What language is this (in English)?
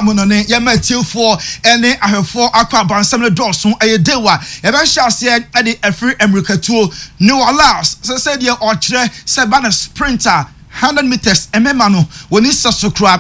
Akan